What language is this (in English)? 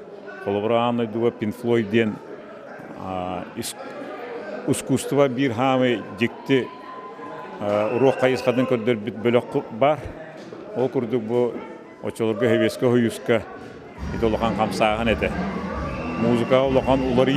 Yakut